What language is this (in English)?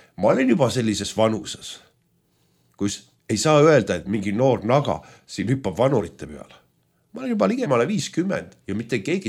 Estonian